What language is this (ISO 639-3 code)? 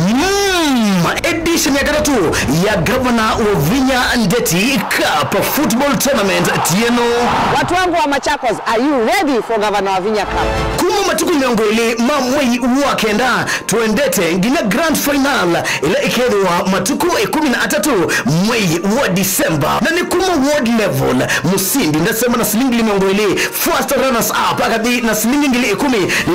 kam